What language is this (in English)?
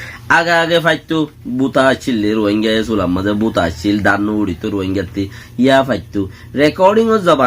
Rohingya